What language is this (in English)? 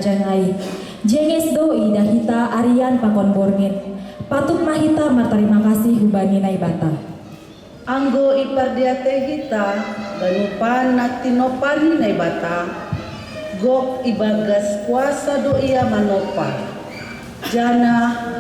Batak Simalungun